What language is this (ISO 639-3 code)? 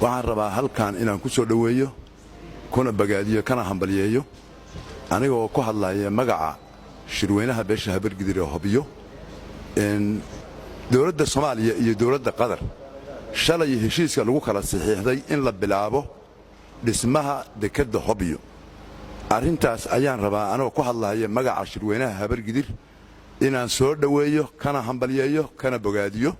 som